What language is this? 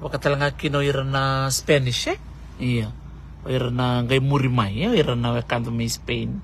Fijian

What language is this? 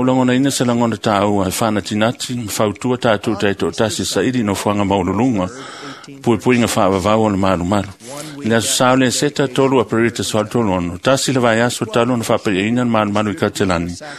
Samoan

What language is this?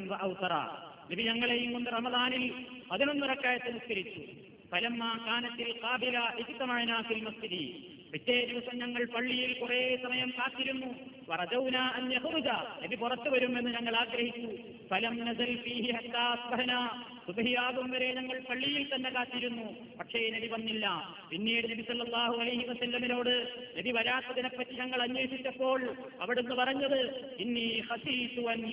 Malayalam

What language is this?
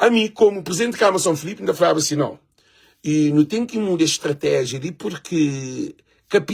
Kabuverdianu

